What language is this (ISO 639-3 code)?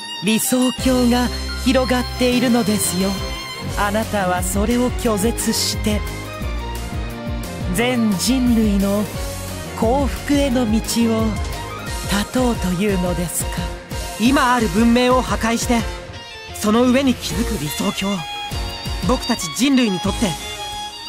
jpn